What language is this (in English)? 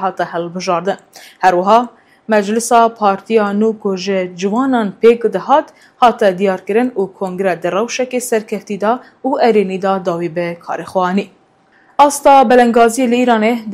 Kurdish